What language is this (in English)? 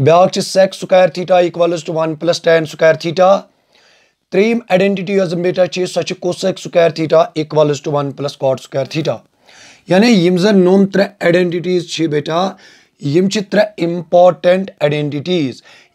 Kashmiri